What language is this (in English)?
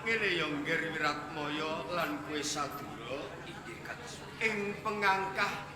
Javanese